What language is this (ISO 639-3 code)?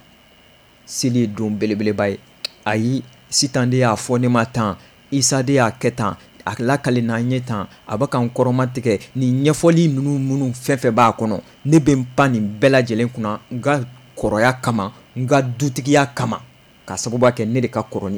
bam